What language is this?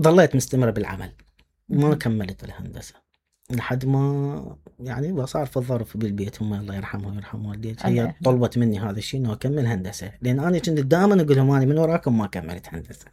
Mesopotamian Arabic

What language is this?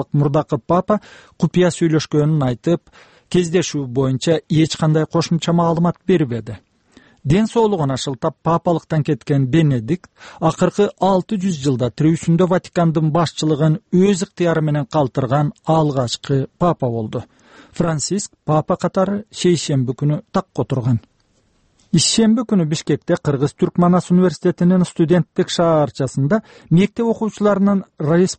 Kyrgyz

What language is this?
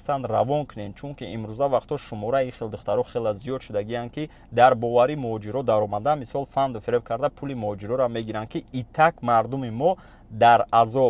Tajik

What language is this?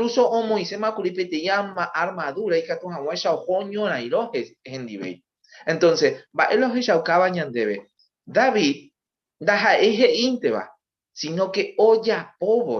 Guarani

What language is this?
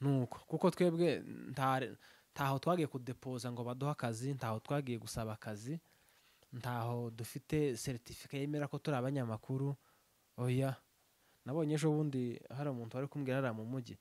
Rundi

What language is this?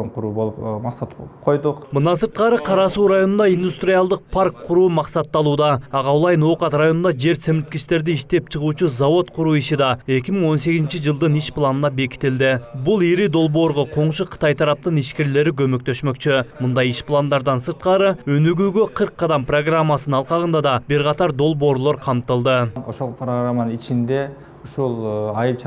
Kyrgyz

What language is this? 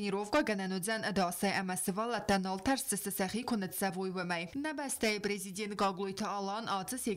Ossetic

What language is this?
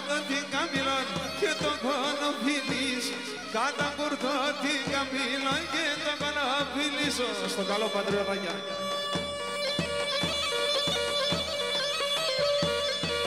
Greek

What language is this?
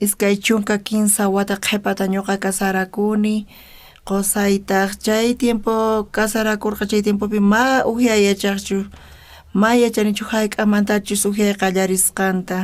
South Bolivian Quechua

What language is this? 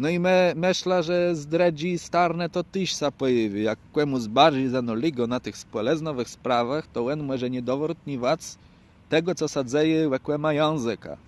Kashubian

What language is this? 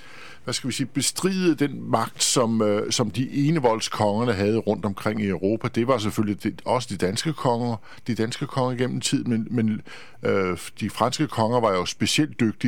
Danish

